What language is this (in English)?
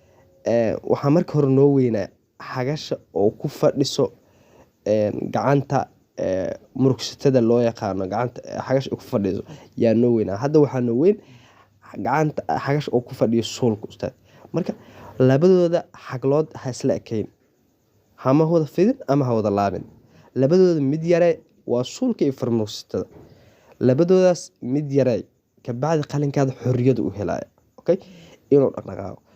Somali